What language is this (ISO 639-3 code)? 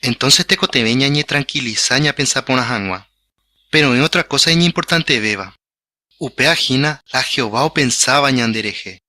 grn